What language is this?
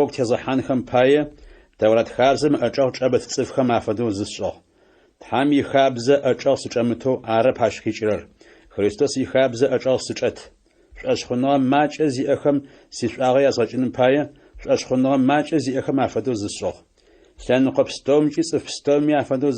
Adyghe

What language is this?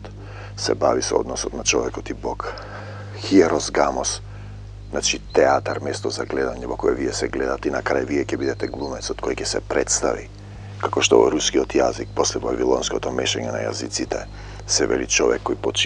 Macedonian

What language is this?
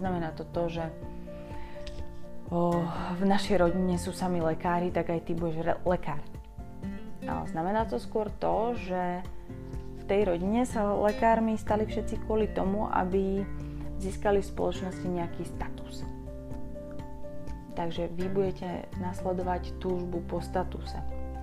Slovak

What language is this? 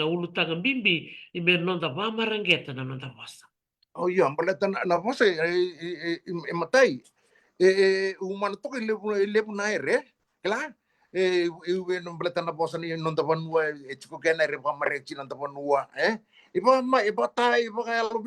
Fijian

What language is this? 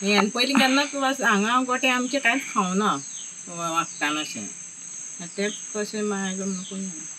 Konkani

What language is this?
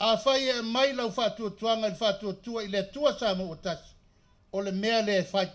Samoan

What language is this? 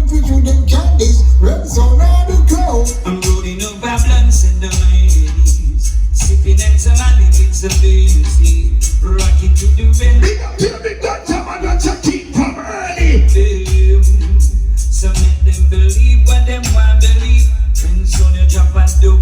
Jamaican Creole English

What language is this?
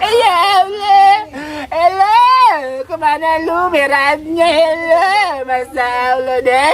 Betawi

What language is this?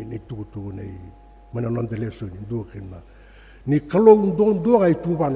Fijian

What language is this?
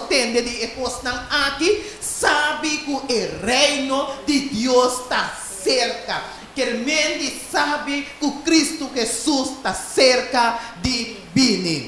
Papiamento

